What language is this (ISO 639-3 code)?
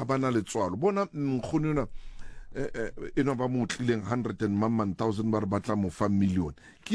sot